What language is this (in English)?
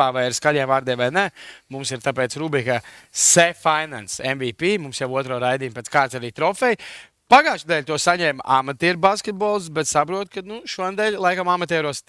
Latvian